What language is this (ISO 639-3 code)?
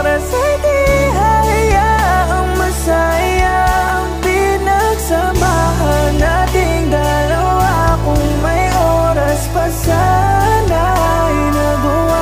fil